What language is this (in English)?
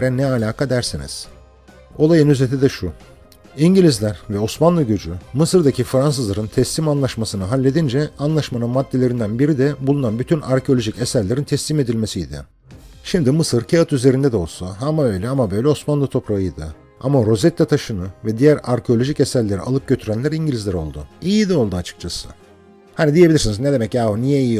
Turkish